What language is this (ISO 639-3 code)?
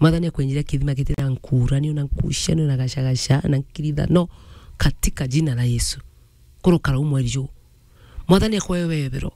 mer